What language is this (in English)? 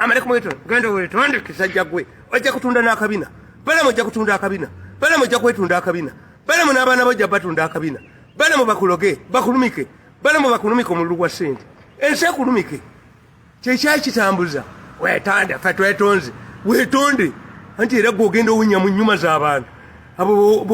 Ganda